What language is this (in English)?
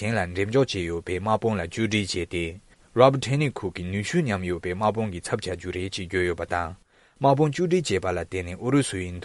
Tibetan